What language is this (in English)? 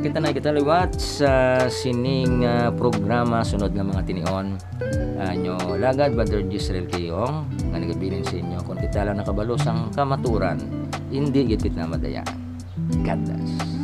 Hiligaynon